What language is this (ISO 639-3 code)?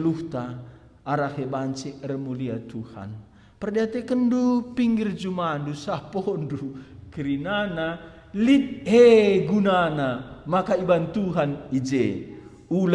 btx